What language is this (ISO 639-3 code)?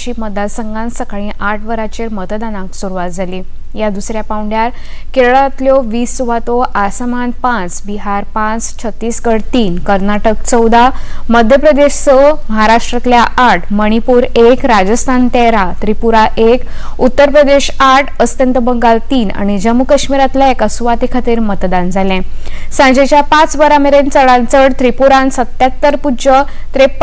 kok